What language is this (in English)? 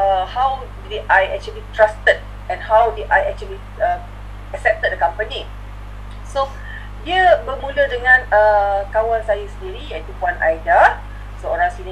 Malay